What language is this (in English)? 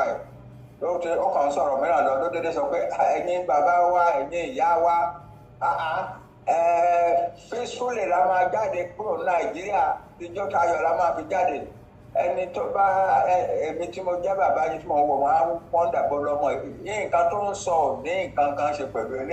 Yoruba